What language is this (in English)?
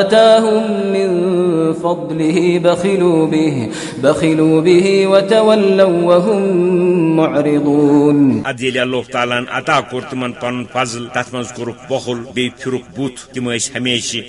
Kashmiri